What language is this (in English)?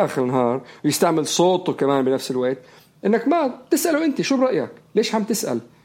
North Levantine Arabic